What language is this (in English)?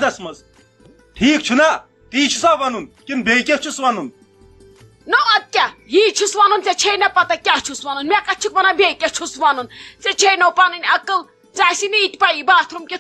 Kashmiri